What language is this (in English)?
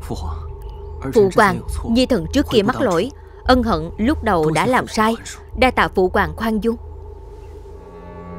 Vietnamese